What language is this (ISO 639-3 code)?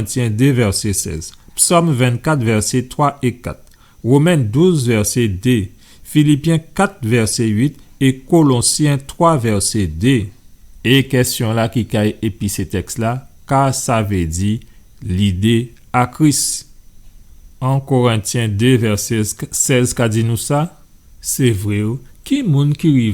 gcf